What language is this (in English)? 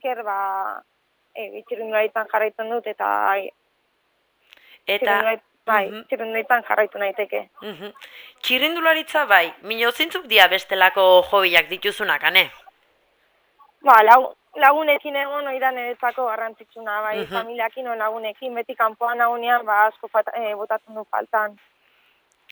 Basque